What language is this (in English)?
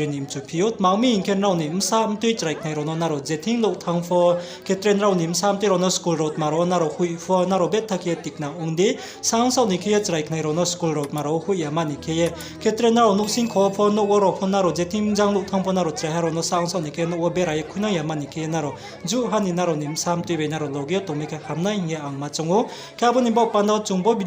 Riang (India)